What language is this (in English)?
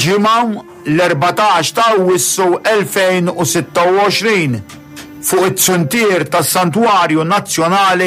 Maltese